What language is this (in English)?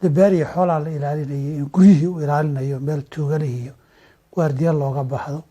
Somali